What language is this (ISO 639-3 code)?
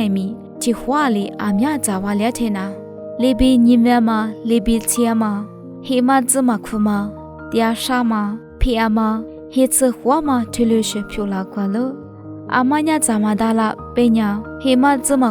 lis